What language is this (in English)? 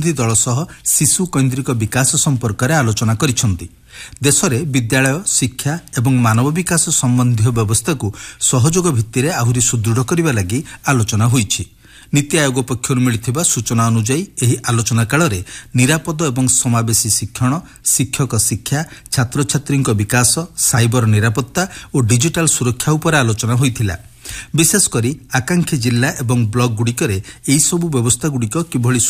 Odia